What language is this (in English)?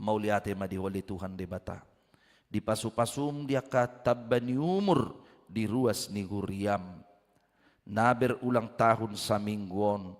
Batak Toba